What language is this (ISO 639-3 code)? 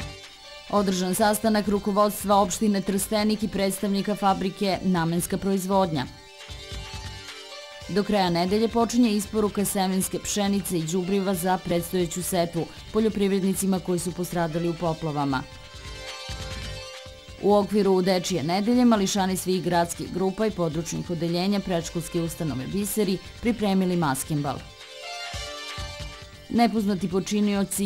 srp